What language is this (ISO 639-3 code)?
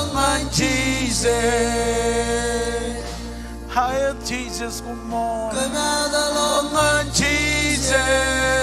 mah